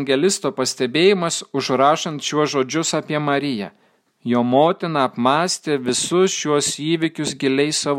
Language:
Lithuanian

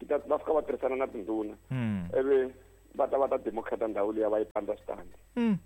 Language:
Tsonga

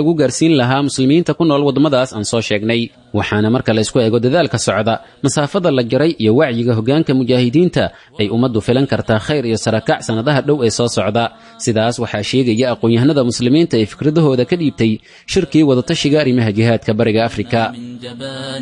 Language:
Somali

